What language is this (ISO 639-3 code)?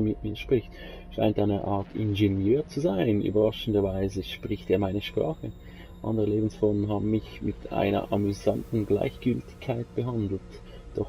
gsw